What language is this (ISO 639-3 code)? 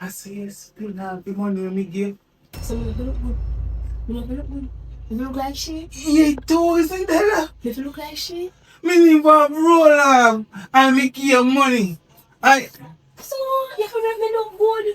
jam